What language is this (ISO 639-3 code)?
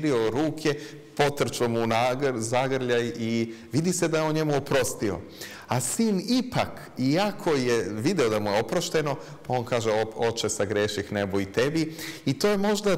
srp